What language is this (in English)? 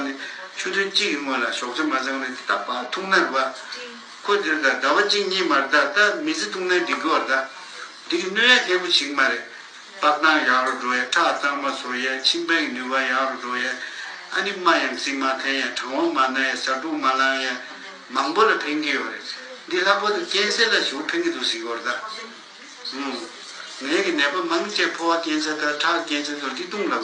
Tibetan